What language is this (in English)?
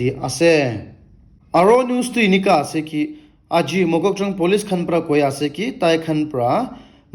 Naga Pidgin